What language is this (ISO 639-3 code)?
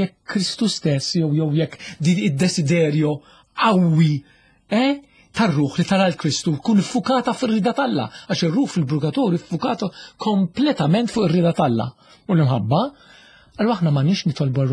mlt